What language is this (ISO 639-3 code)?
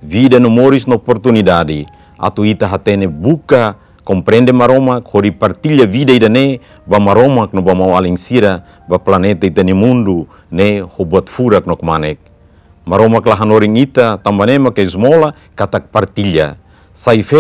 tet